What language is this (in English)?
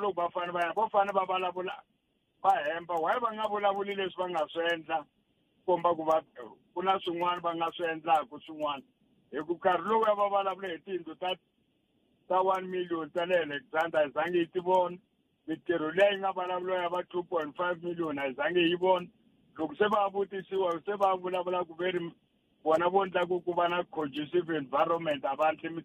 Tsonga